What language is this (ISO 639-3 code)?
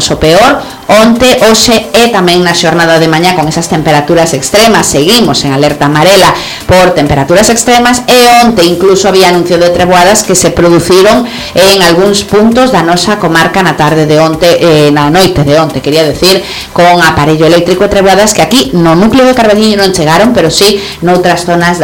glg